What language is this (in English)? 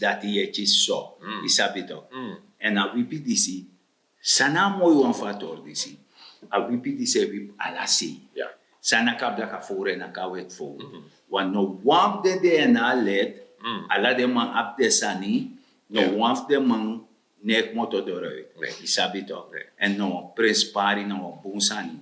Sranan Tongo